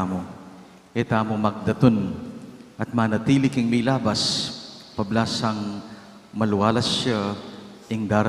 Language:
Pampanga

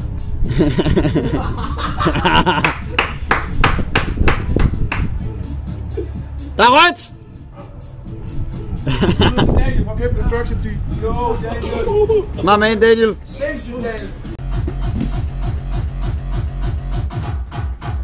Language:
Danish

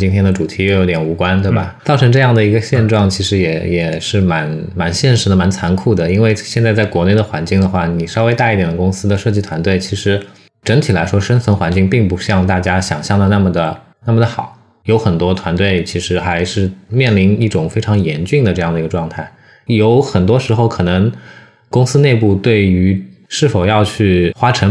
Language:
Chinese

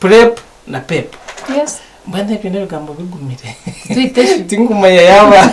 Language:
Nyankole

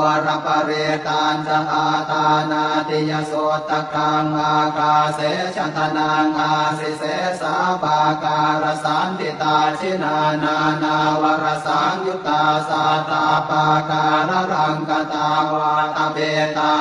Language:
Pali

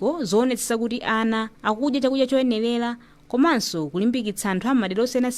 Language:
Nyanja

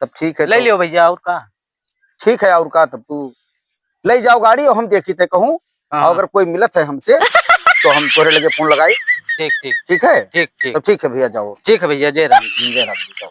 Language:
Awadhi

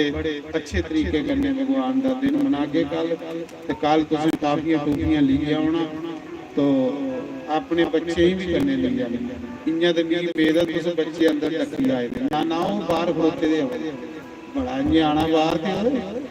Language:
Dogri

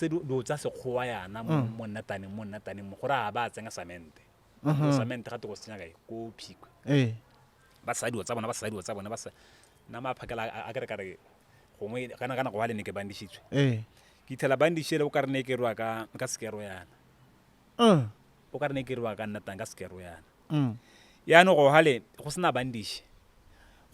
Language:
Tswana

